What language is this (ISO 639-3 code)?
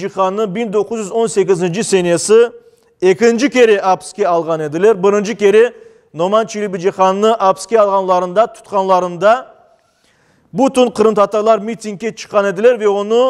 crh